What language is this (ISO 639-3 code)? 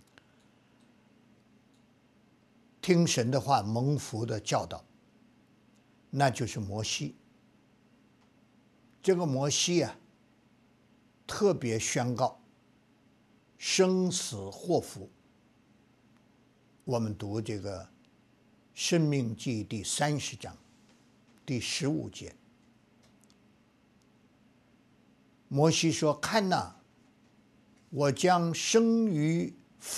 zho